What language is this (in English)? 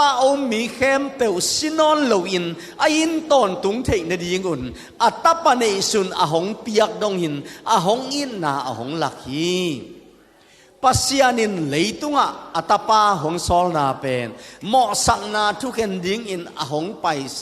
Tedim Chin